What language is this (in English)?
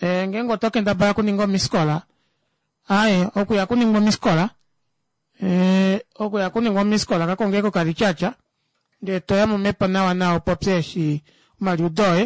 Kuanyama